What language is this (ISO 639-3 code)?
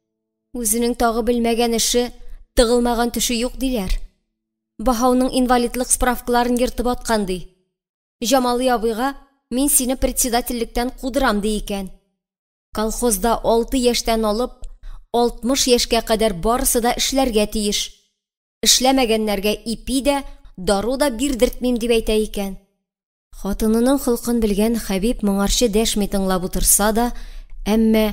tat